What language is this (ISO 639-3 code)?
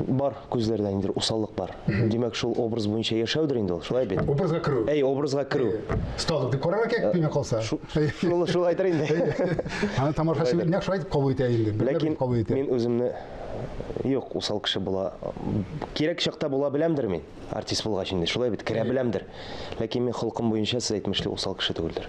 tat